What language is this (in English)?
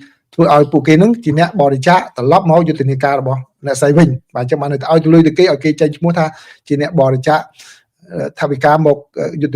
Khmer